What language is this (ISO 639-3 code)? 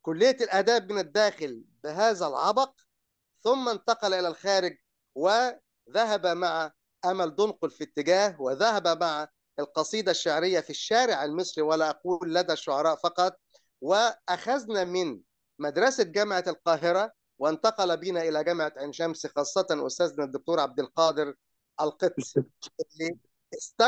ara